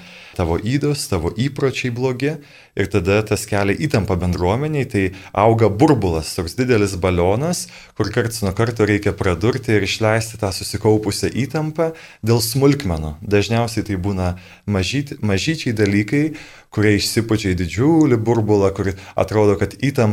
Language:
Lithuanian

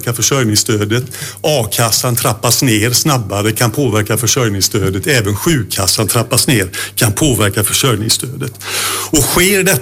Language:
Swedish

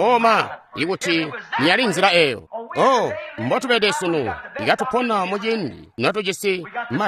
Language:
Tonga (Zambia)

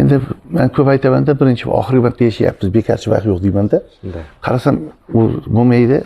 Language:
Uzbek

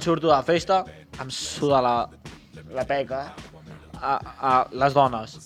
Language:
Catalan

